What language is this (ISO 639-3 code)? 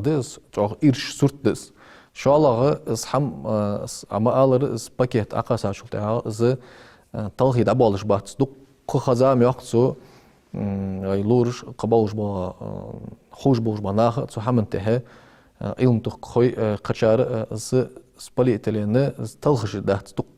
inh